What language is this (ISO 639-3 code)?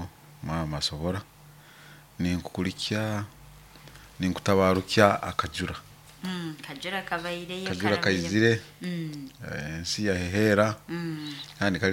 nyo